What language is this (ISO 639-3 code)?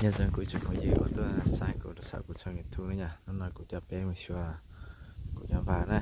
hmn